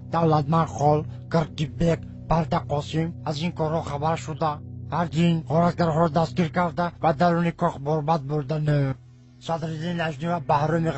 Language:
Tajik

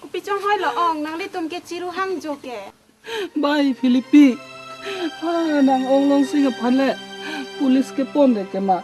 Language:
Karbi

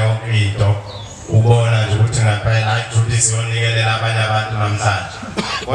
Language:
Zulu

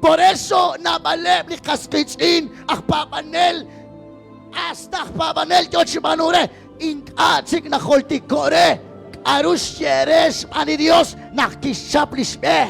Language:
Kekchí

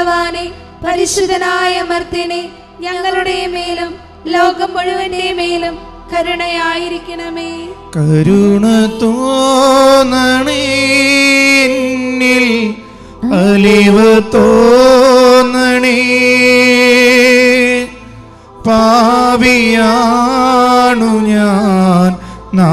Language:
Malayalam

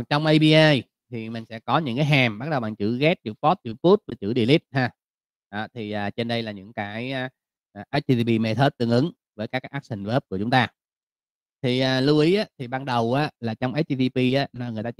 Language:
Vietnamese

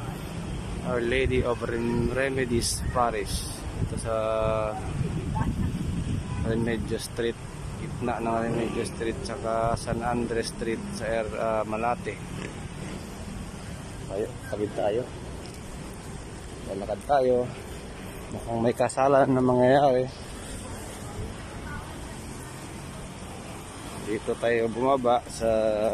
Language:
Filipino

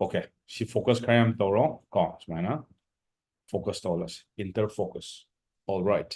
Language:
Manipuri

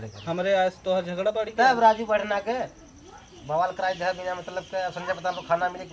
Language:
Awadhi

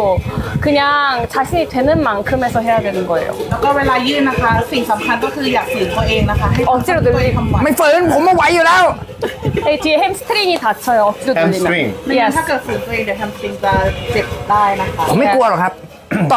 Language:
Thai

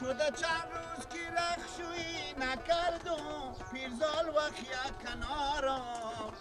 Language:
Persian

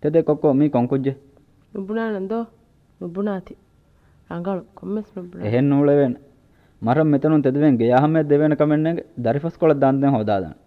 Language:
Divehi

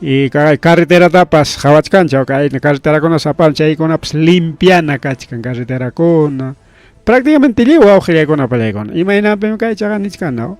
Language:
Ayacucho Quechua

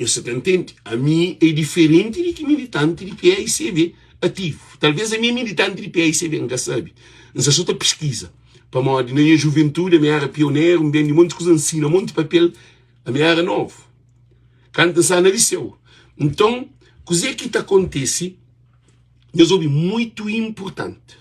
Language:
Kabuverdianu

